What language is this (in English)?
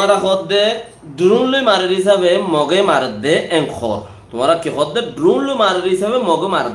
Rohingya